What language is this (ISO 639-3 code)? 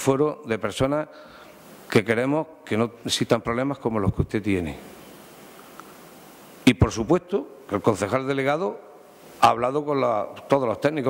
spa